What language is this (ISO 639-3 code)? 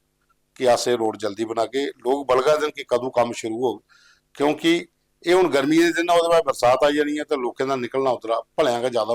doi